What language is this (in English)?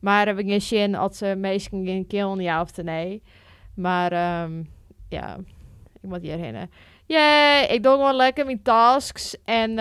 Western Frisian